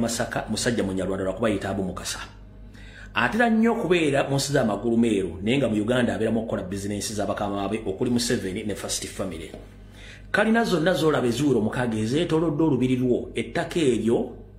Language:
Ganda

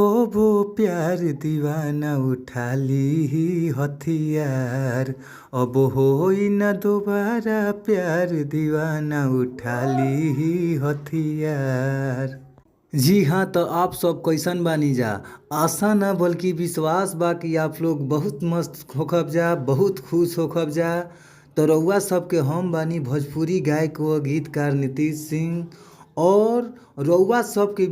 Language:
Bhojpuri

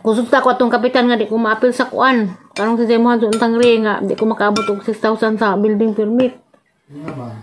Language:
Cebuano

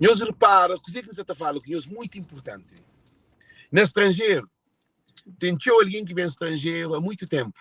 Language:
Kabuverdianu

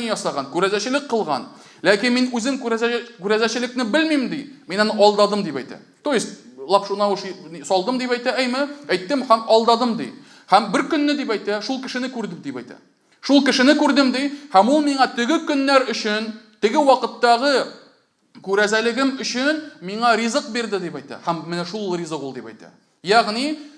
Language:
Tatar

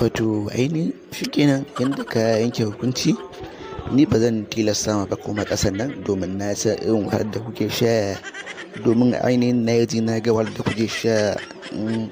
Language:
Hausa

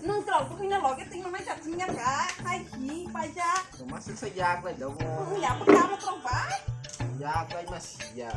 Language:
Kok Borok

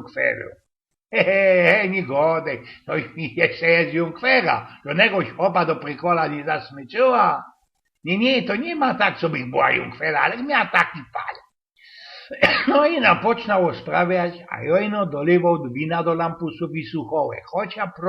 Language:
Silesian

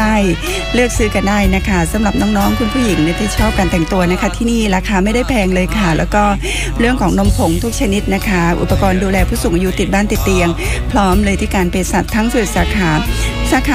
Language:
Thai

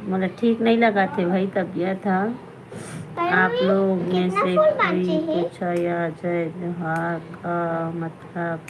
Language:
Chhattisgarhi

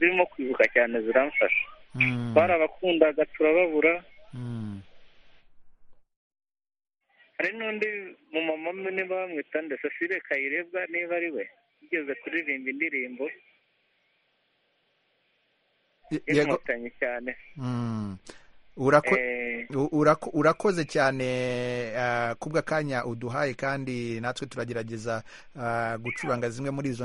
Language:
Kinyarwanda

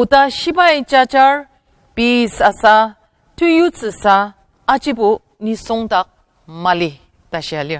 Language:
Ao Naga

